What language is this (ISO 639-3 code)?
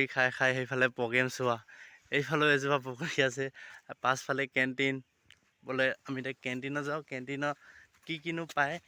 asm